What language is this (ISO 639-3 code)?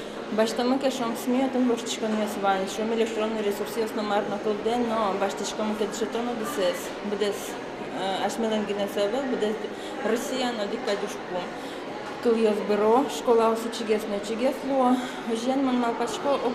udm